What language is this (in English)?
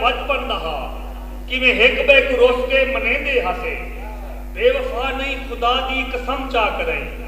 Saraiki